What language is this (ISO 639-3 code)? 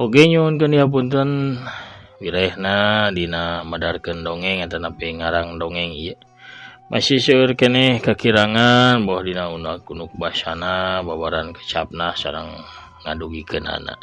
sun